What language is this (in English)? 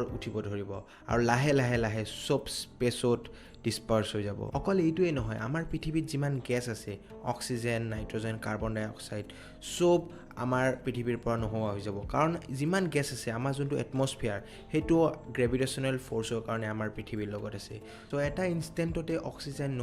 Assamese